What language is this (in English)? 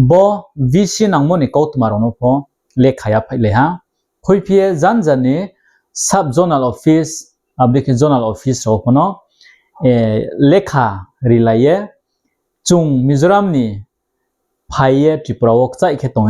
Riang (India)